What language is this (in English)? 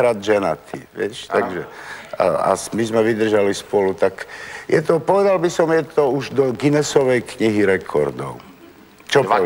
Slovak